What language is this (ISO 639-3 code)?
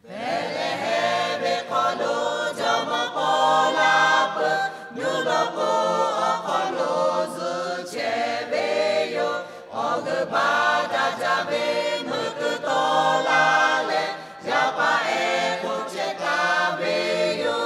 lhu